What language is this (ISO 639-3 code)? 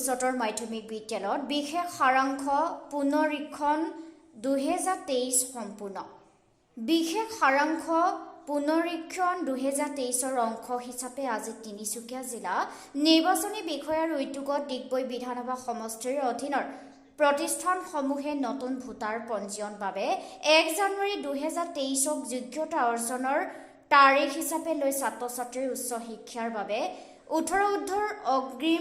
asm